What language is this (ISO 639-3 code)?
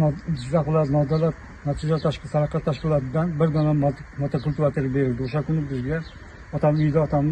uzb